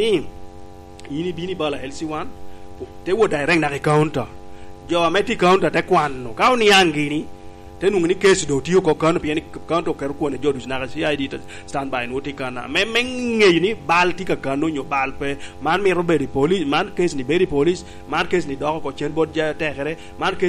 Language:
Lango (Uganda)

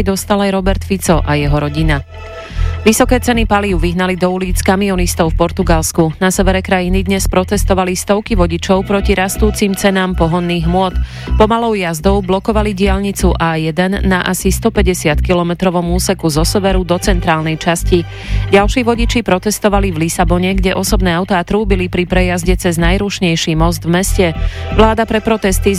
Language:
Slovak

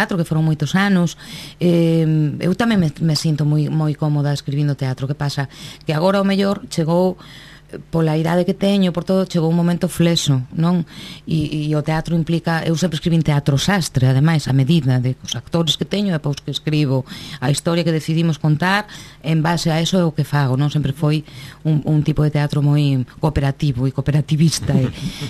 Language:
Galician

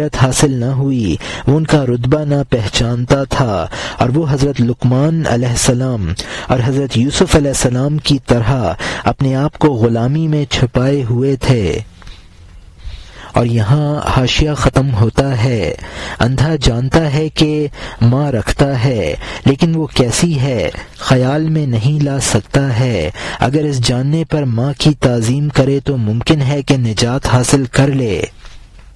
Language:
Urdu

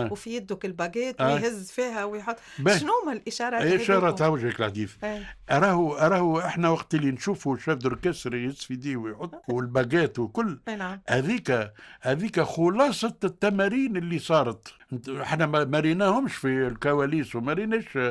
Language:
Tunisian Arabic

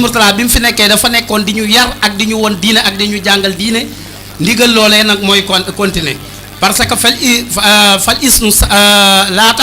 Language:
Wolof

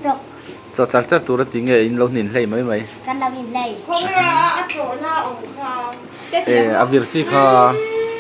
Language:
Mizo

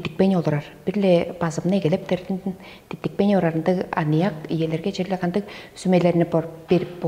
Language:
Tuvinian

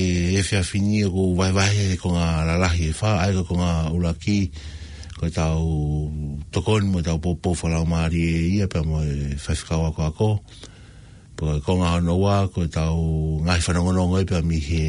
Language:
Tongan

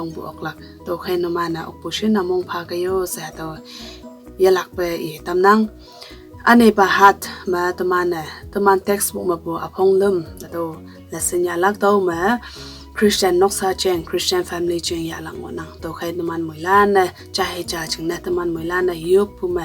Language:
Konyak Naga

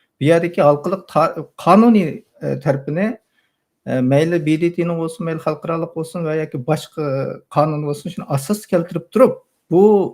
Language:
Uyghur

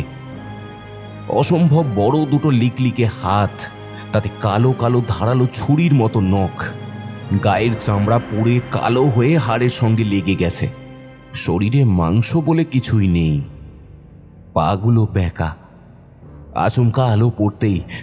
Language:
Bangla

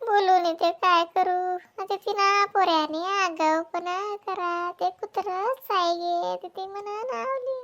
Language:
Khandesi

